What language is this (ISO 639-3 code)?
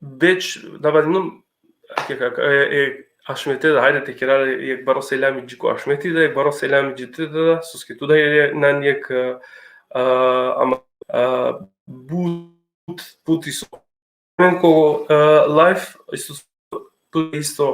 rmn